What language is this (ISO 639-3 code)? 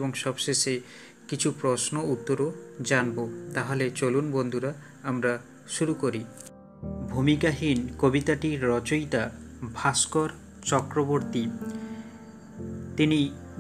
ben